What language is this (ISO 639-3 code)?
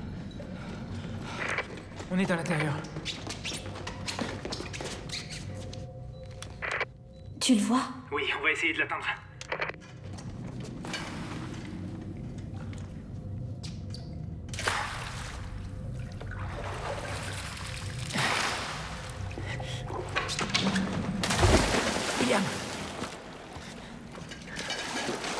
fra